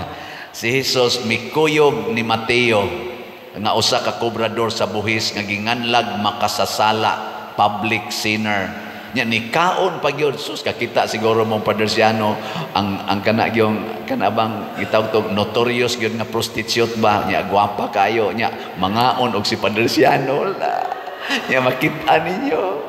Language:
Cebuano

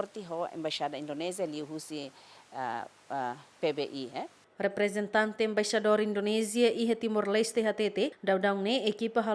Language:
Tetum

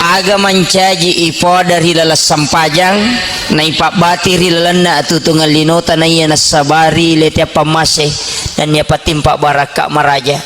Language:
Buginese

